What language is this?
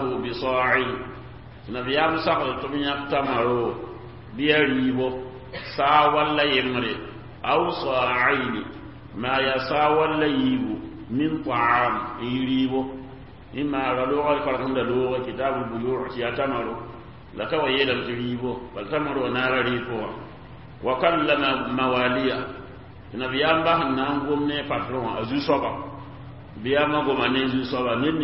Mossi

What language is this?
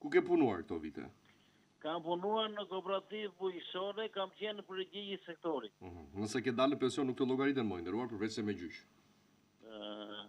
Albanian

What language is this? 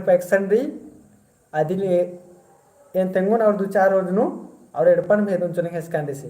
Kurukh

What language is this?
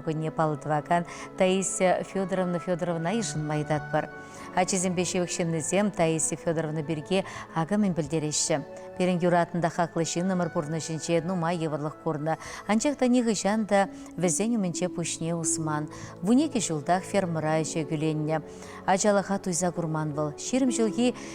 Chuvash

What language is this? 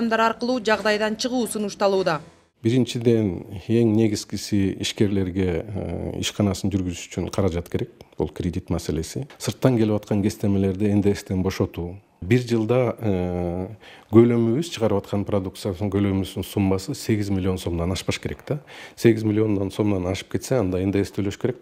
Kyrgyz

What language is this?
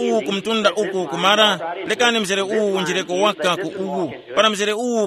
Tumbuka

